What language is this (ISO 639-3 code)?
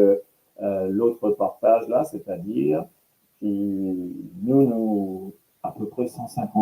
mfe